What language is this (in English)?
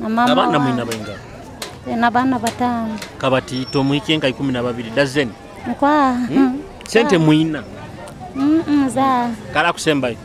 Nyoro